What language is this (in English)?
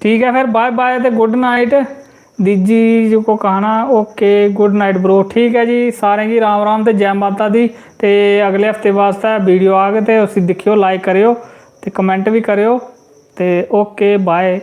Dogri